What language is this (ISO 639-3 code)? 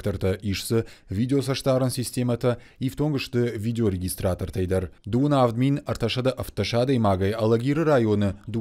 oss